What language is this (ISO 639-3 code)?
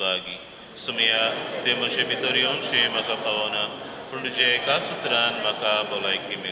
kok